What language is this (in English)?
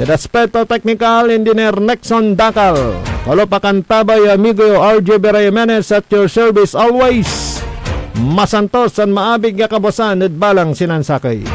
Pangasinan